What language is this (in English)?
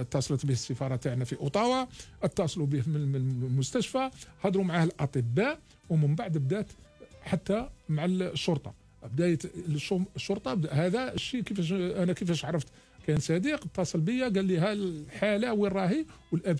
Algerian Arabic